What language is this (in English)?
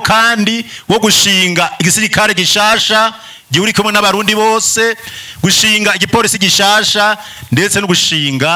Rundi